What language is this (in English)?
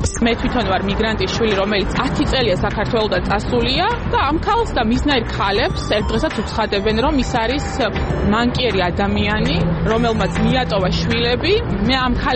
Georgian